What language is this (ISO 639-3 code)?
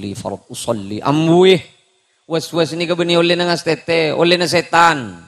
mad